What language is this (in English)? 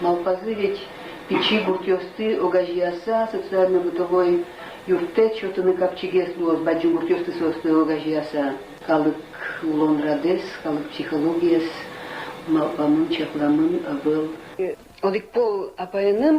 Udmurt